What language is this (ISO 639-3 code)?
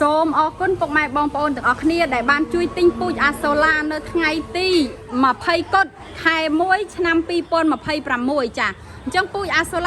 khm